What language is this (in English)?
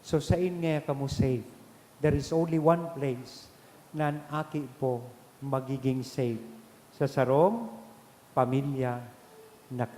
Bikol